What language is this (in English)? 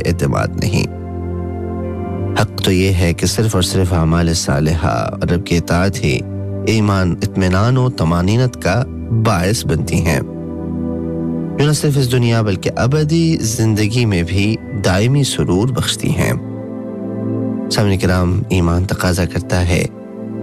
Urdu